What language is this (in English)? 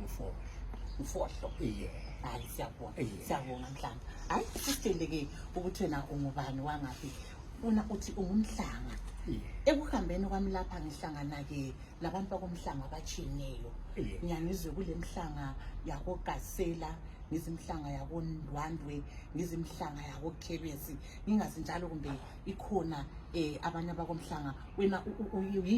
North Ndebele